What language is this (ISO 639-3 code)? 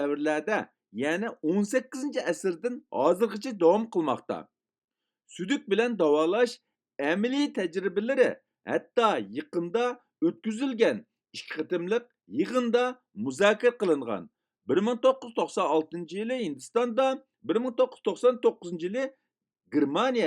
uig